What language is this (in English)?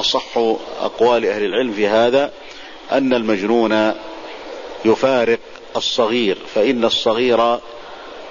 Arabic